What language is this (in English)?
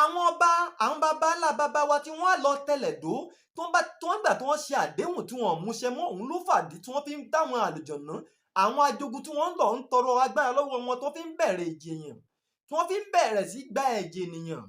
Yoruba